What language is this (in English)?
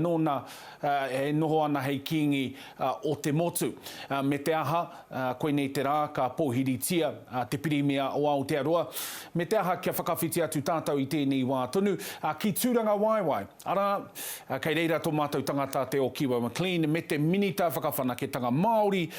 Māori